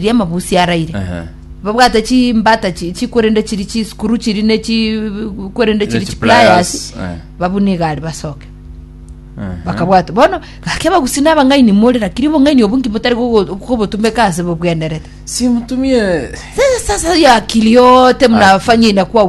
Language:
Gusii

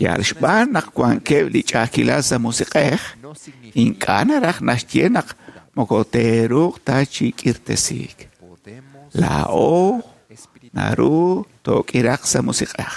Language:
Kekchí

